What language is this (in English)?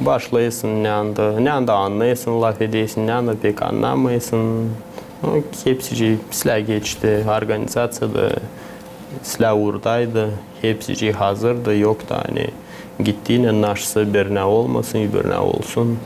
Gagauz